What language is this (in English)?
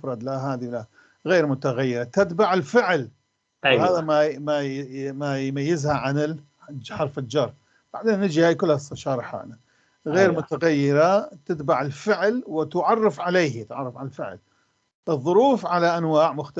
North Levantine Arabic